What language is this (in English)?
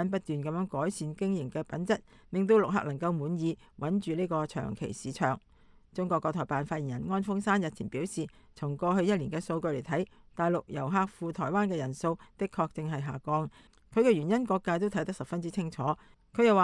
Cantonese